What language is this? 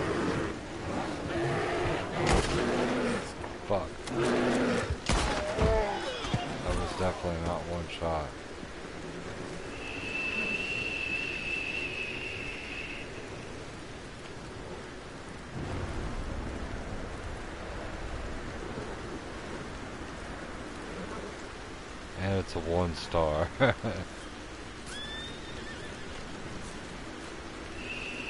English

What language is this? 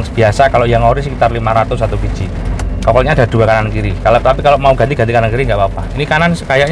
Indonesian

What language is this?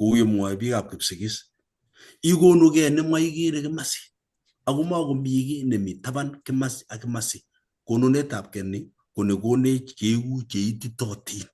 Kalenjin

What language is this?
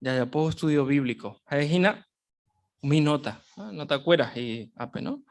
Guarani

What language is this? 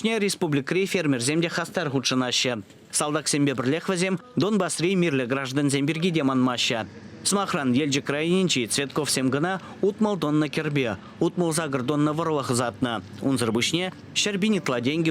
Chuvash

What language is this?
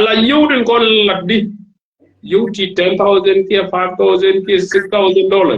Nuer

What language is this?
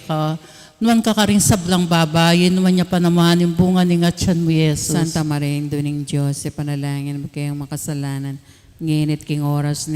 Pampanga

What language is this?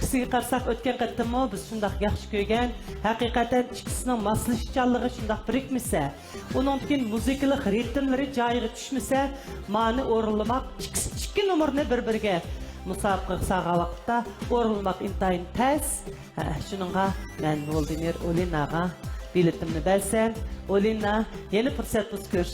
Uyghur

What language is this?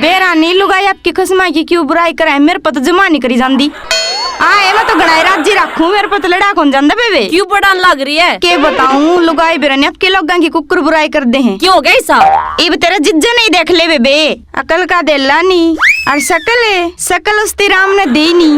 Haryanvi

